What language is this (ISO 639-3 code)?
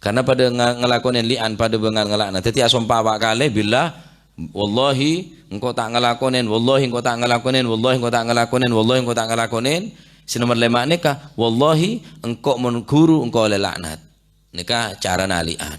mad